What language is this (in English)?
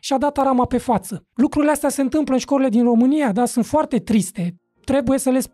Romanian